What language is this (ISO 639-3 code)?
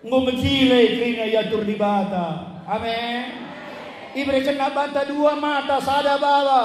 btx